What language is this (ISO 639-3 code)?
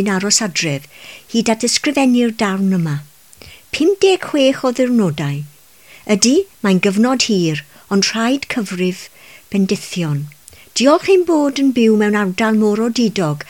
cym